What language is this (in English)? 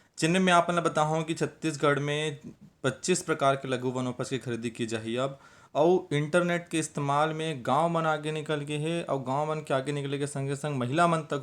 Chhattisgarhi